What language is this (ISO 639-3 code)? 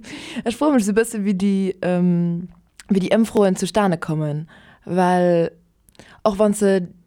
ltz